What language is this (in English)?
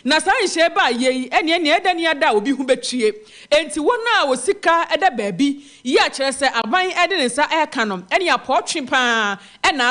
Akan